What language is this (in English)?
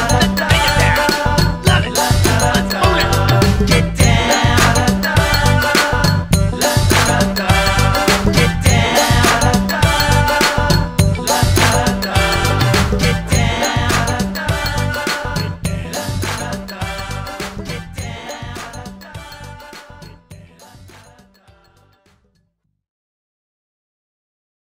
English